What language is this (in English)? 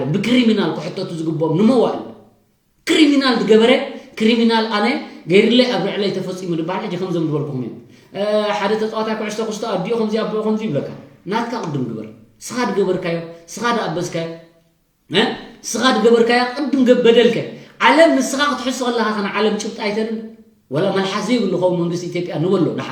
Tigrinya